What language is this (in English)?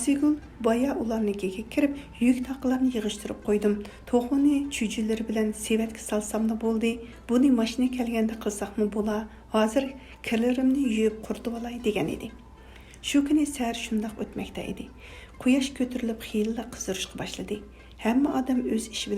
Uyghur